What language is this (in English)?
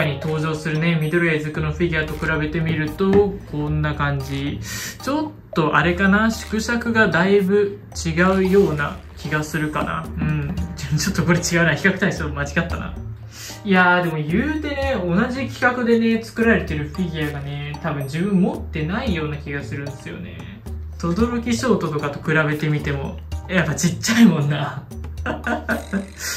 Japanese